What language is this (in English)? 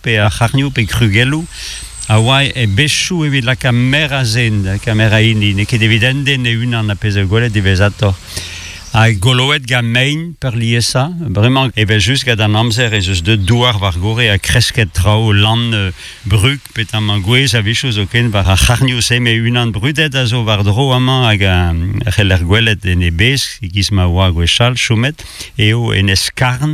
Breton